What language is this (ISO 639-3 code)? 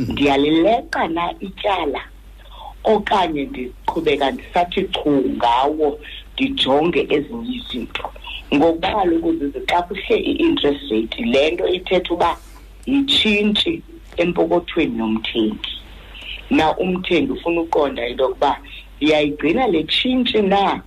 xho